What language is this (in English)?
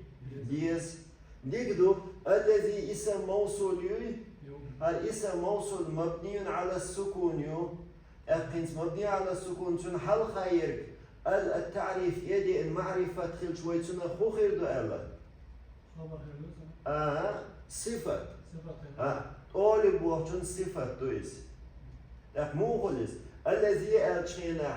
Chechen